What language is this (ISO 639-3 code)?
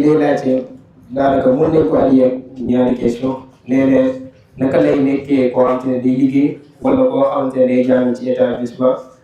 wol